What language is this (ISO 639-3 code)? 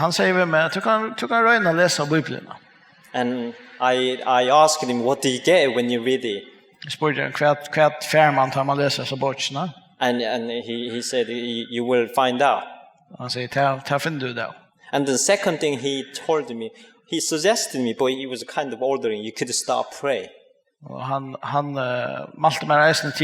fao